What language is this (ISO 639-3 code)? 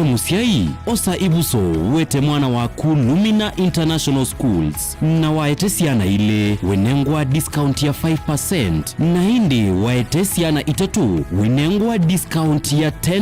kam